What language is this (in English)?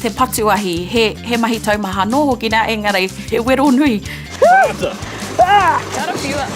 Māori